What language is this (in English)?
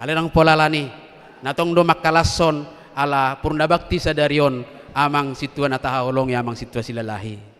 Batak Toba